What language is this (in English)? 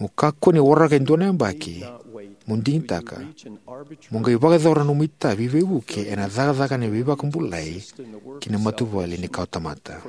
Fijian